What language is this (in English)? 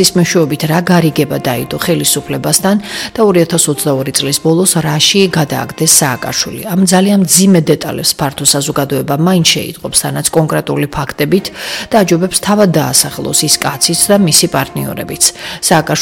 Georgian